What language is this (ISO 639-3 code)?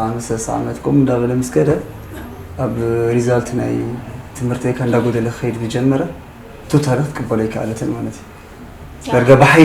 tir